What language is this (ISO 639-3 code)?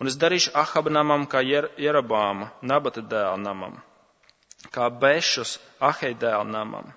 lav